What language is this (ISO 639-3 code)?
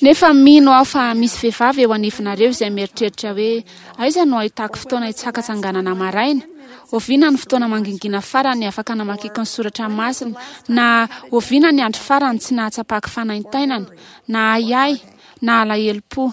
mlg